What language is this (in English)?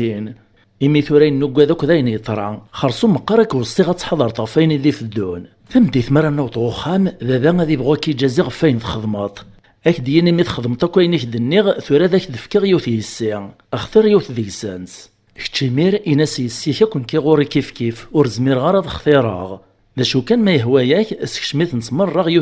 Kabyle